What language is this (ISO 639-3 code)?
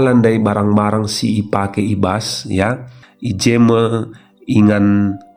btx